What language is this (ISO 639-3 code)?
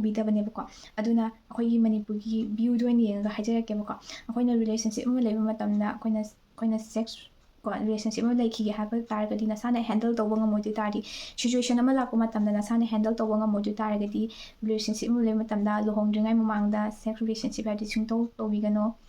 mni